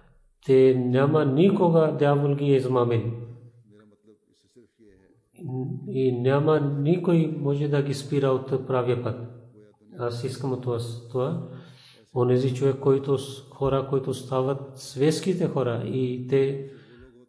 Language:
Bulgarian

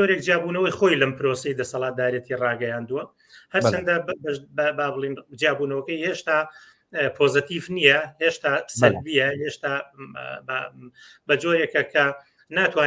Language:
Central Kurdish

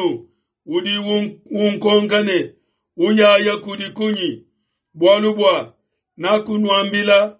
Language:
Luba-Lulua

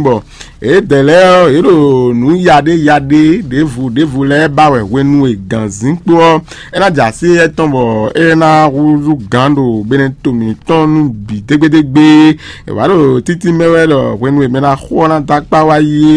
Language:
Fon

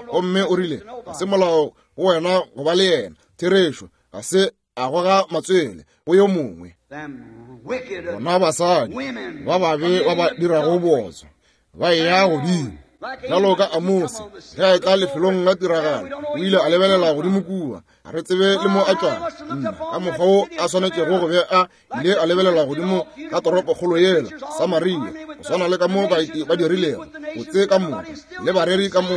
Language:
Northern Sotho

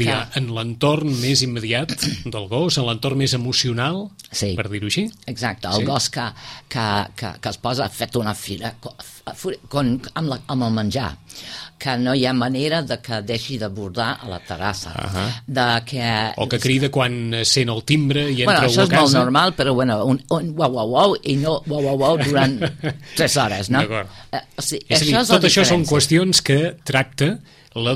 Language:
Catalan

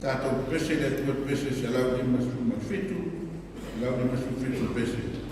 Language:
Samoan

